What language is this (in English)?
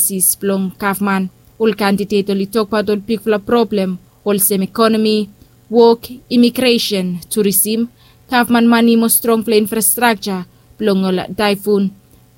Bislama